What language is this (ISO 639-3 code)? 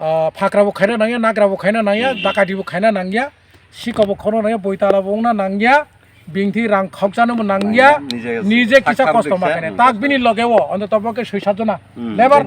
trp